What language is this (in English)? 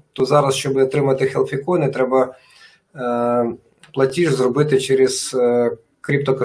Ukrainian